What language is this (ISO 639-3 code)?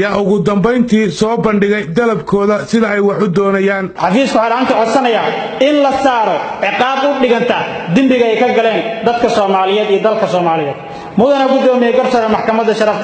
som